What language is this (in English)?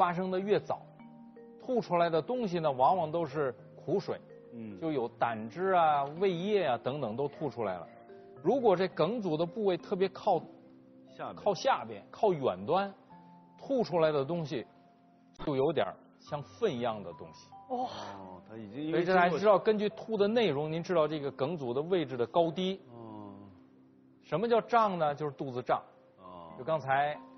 Chinese